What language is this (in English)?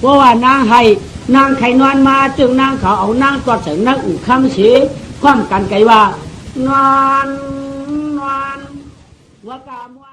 Shan